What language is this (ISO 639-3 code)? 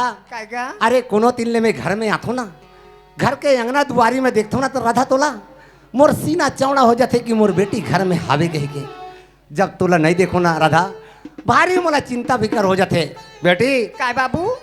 hne